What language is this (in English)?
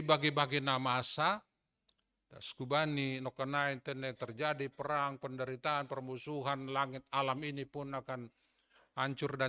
Batak Simalungun